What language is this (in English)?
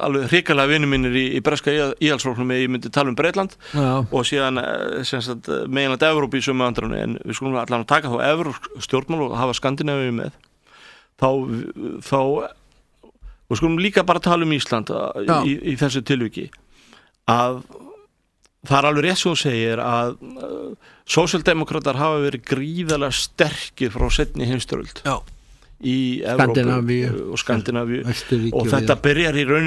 Icelandic